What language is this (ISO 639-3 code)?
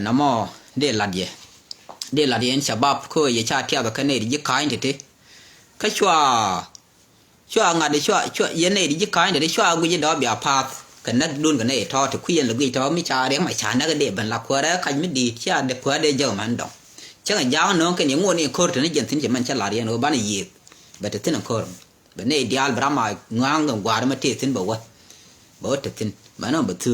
nus